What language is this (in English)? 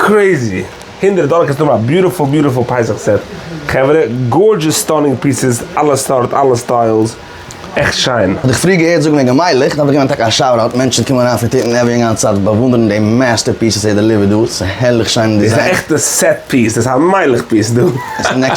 Yiddish